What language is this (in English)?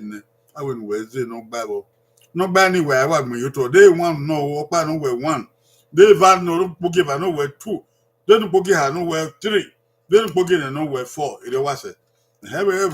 Bini